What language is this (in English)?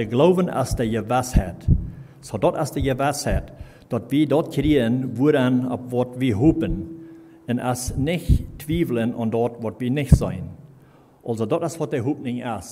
Plautdietsch